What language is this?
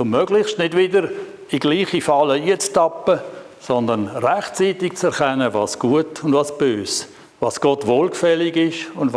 Swiss German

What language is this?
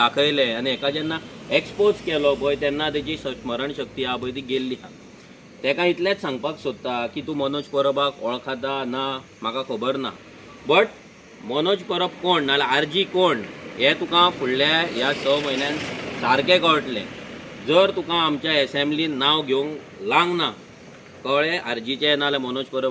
Konkani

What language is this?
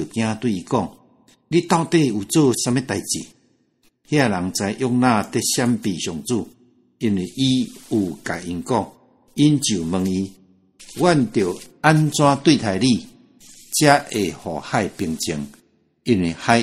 Min Nan Chinese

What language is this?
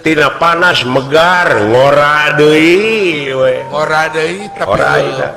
Sundanese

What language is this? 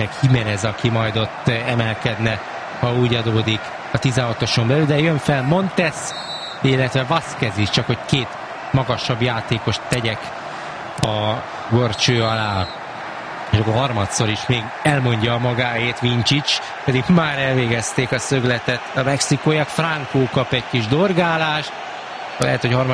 Hungarian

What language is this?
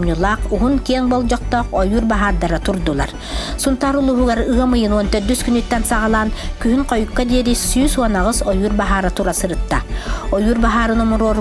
Yakut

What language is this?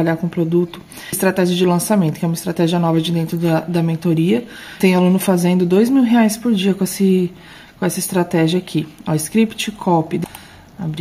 Portuguese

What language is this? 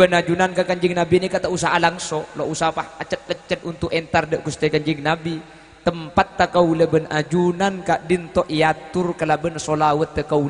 Madurese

